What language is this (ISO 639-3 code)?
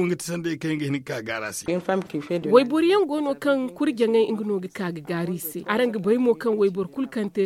dje